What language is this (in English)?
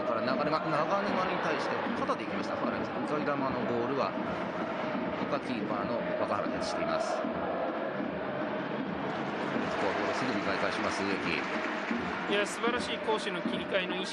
Japanese